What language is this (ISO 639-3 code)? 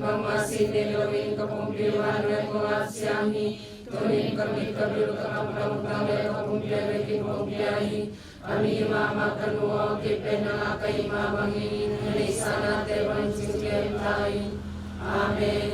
ctd